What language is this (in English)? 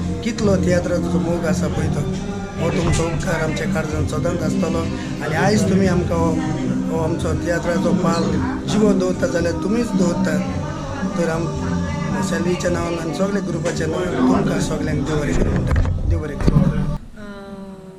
Konkani